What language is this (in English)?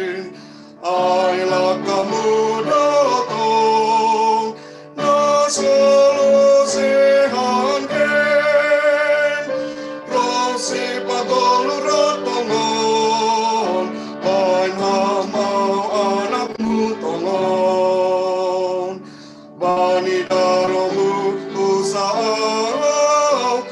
Batak Simalungun